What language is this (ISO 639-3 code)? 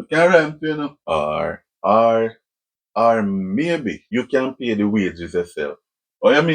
jam